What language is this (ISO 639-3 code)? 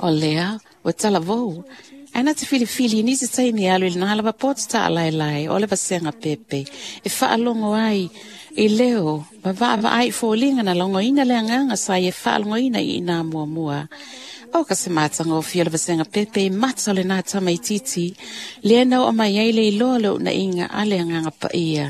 smo